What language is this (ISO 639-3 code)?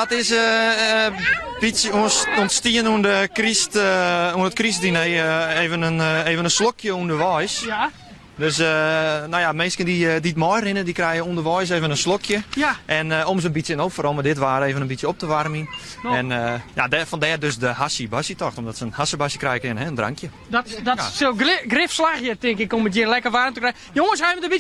fry